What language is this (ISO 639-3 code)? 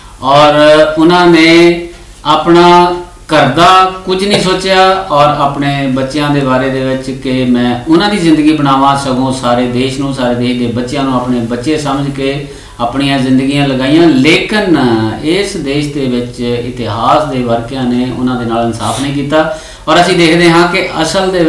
pan